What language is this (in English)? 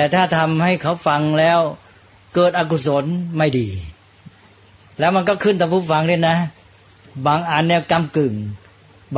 Thai